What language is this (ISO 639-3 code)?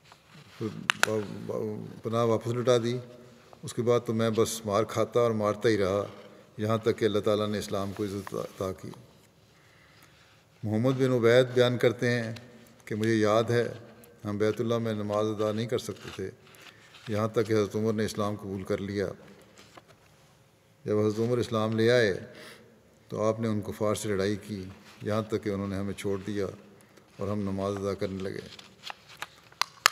urd